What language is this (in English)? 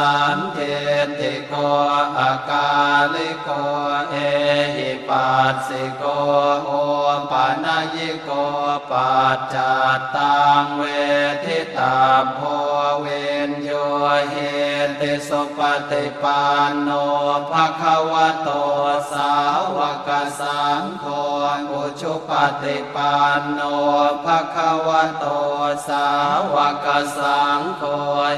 Pali